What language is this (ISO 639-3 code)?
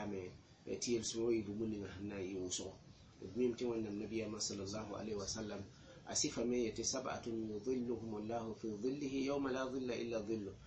mos